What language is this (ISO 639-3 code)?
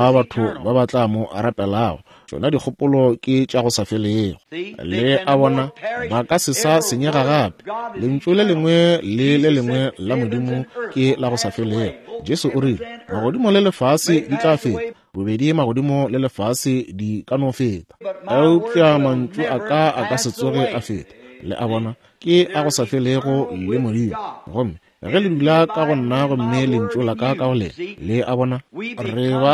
nso